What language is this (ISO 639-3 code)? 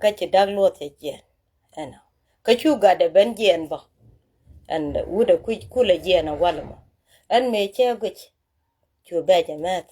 nus